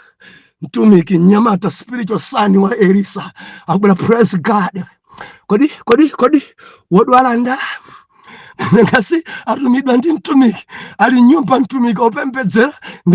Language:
Nyanja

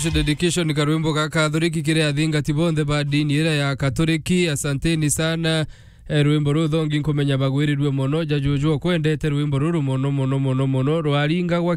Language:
Meru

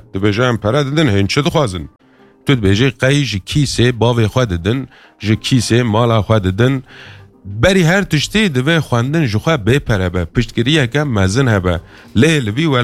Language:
Kurdish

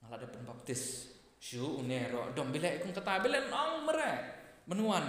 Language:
Khasi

